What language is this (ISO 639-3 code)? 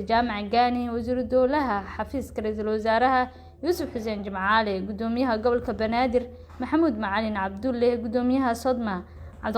som